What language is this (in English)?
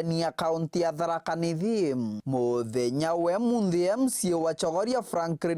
Meru